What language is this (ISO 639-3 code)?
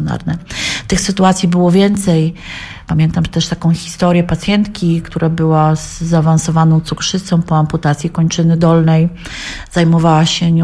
pol